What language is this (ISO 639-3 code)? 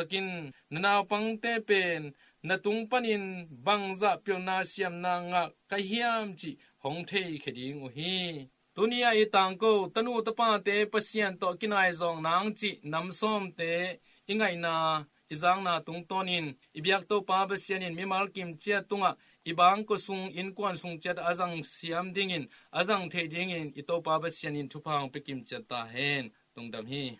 ctd